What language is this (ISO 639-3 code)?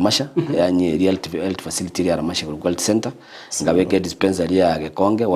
guz